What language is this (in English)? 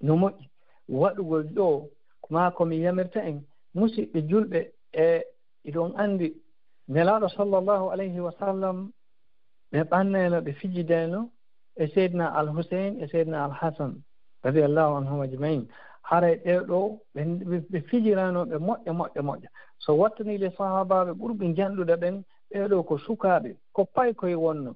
Fula